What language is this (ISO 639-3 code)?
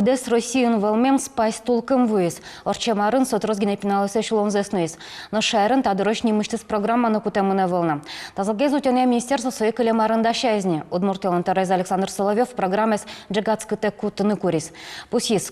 udm